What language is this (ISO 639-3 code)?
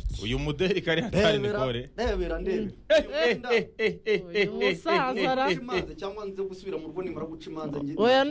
kin